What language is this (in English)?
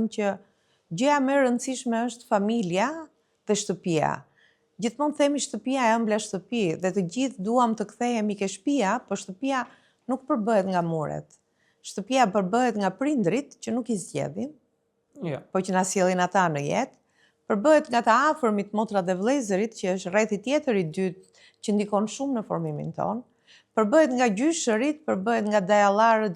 Albanian